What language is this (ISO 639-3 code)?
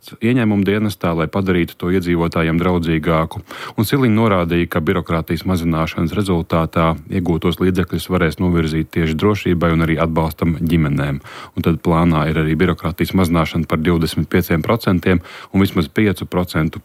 lav